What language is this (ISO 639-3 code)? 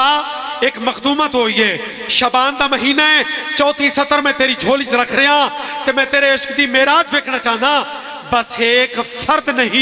phr